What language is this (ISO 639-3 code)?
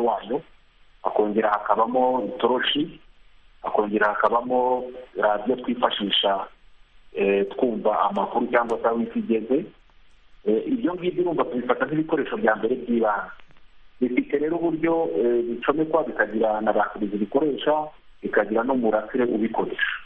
kin